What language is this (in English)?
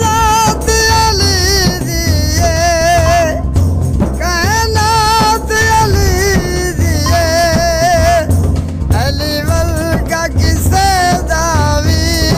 Saraiki